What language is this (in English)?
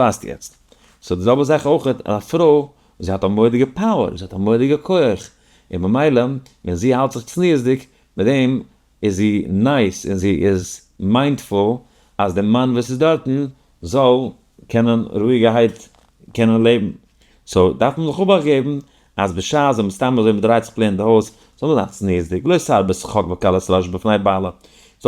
Yiddish